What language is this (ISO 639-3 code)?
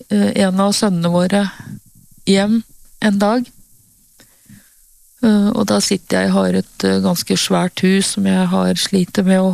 nor